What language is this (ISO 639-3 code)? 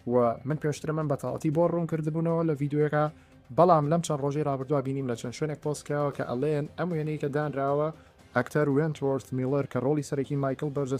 ckb